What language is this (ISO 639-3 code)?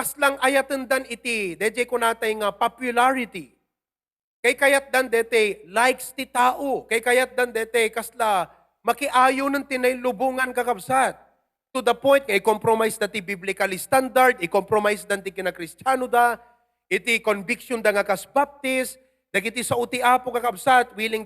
ilo